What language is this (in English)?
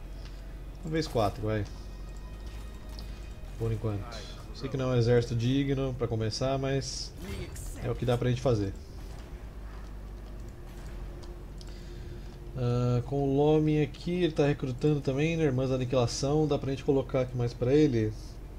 Portuguese